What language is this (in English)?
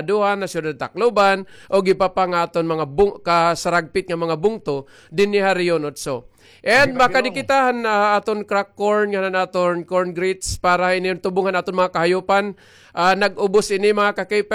Waray